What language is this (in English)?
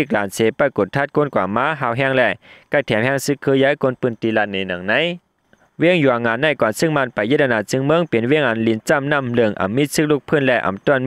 Shan